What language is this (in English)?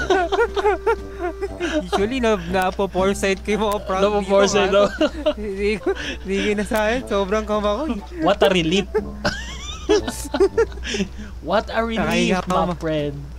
Filipino